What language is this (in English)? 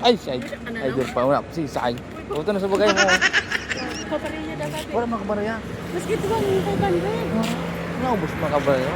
Bikol